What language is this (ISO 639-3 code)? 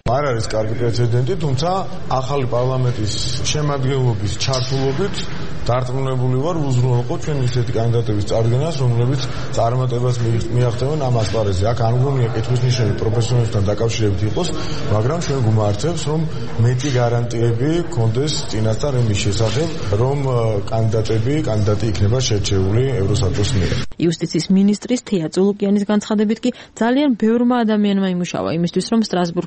kat